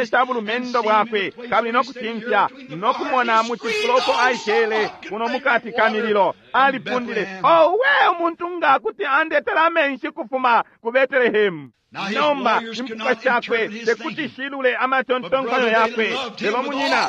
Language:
Bemba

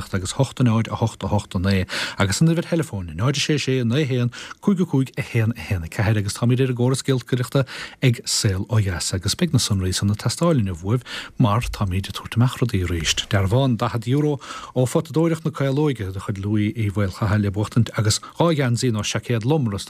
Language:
Irish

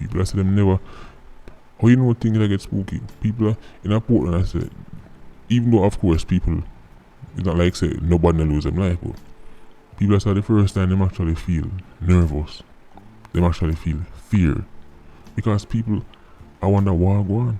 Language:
Jamaican Creole English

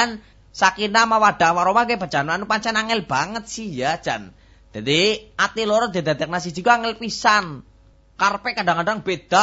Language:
Javanese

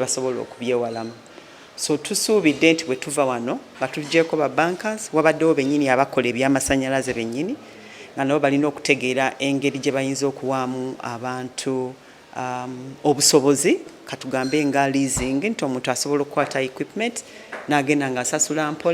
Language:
Ganda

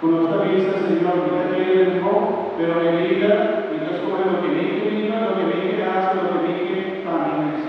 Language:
Papiamento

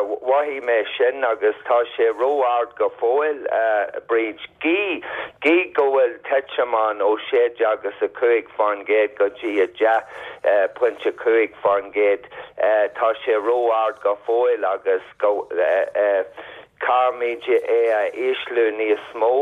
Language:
Irish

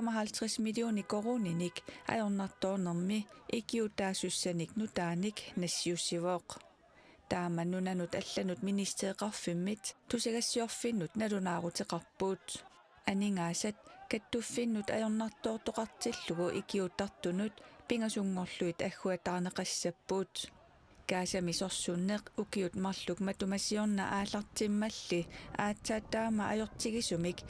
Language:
Kalaallisut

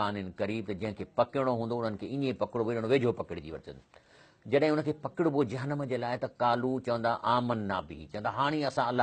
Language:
Sindhi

